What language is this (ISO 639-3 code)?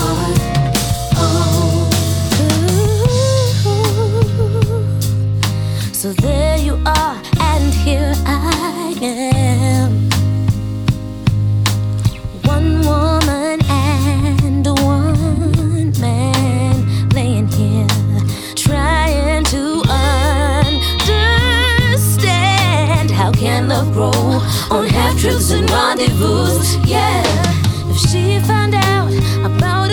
eng